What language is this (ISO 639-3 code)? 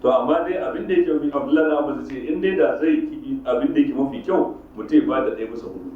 hau